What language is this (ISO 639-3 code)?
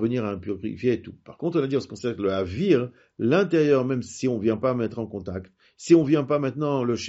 fra